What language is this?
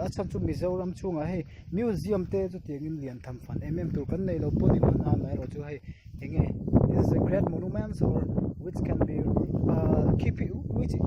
Mizo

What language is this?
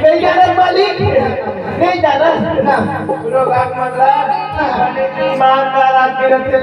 Chhattisgarhi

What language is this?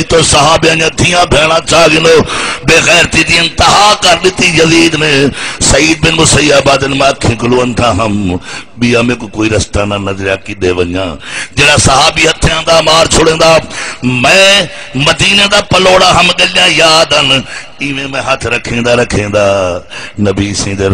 Saraiki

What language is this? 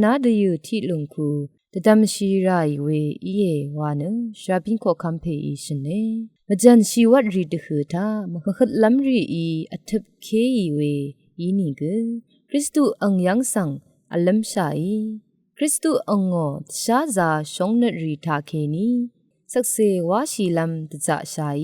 Rawang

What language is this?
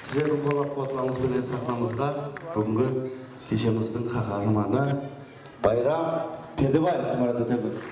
Kara-Kalpak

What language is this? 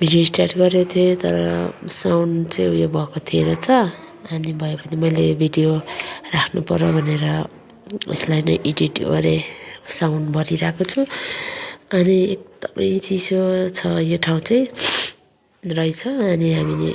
Nepali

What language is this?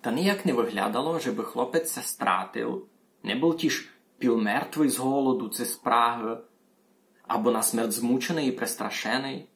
Rusyn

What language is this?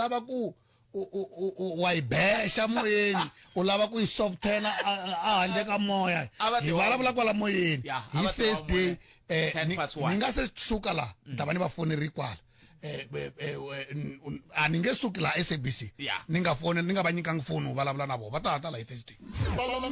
Tsonga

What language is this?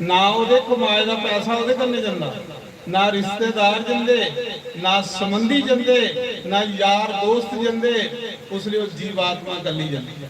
Dogri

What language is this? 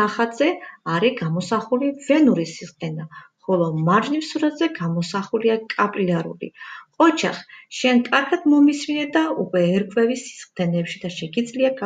Georgian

